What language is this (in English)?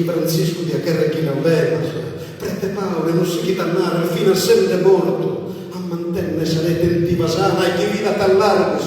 Sardinian